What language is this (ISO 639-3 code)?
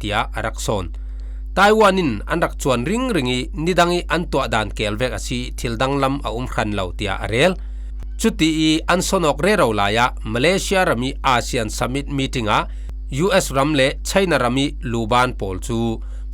cfm